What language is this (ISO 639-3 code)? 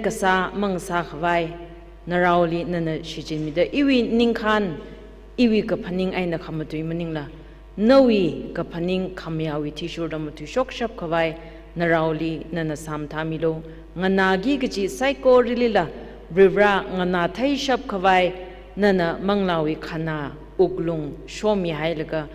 nmf